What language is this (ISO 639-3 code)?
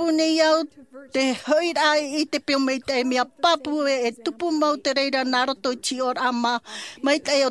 tah